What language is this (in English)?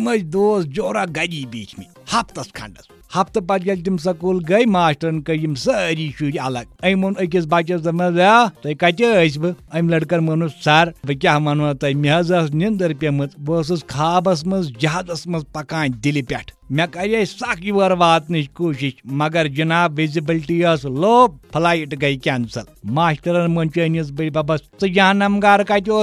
Kashmiri